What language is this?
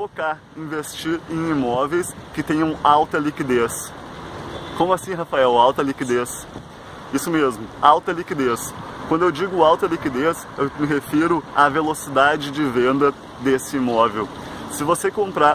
Portuguese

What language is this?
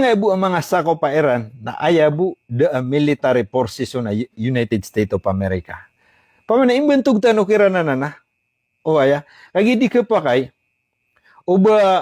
Maranao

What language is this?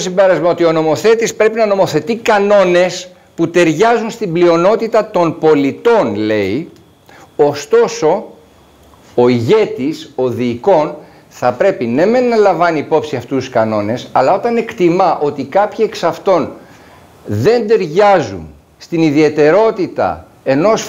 Greek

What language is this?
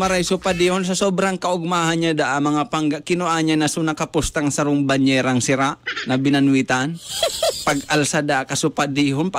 Bikol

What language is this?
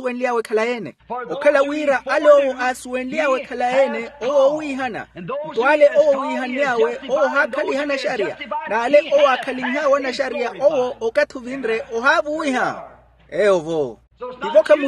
Makhuwa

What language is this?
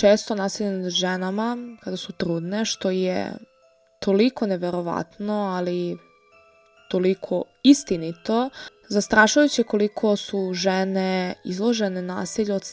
Serbian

